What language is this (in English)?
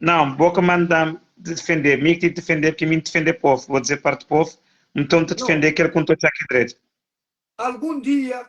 Kabuverdianu